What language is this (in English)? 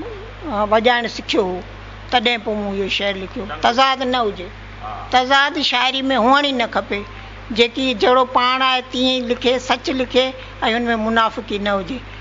Sindhi